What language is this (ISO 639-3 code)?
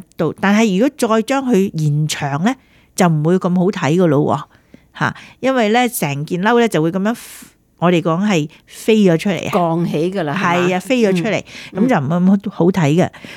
yue